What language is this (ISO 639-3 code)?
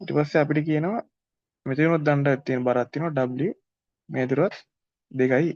sin